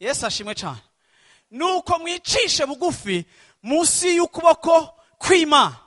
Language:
Rundi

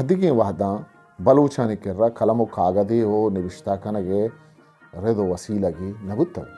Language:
Eastern Balochi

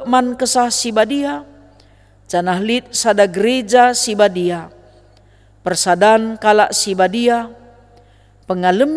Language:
Batak Karo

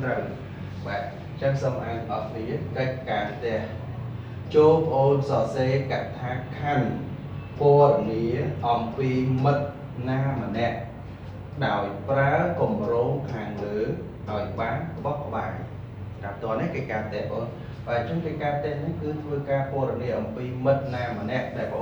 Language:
Khmer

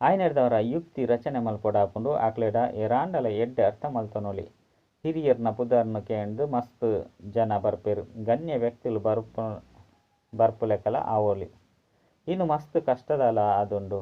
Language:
Tulu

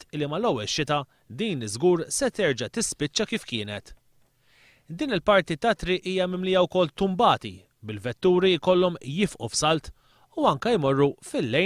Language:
Maltese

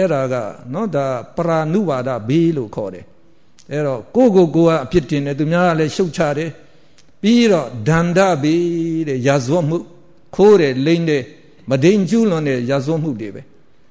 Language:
Burmese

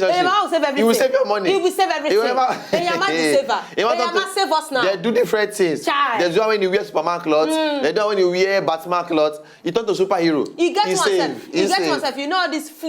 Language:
Nigerian Pidgin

